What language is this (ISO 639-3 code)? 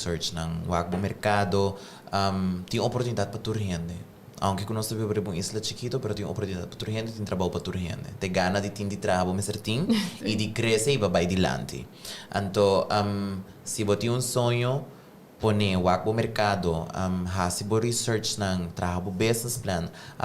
pap